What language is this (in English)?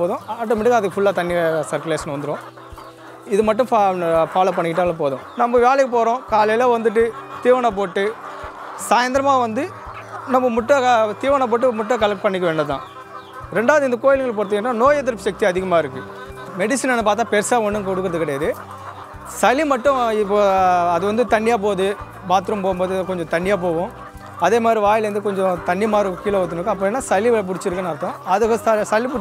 Tamil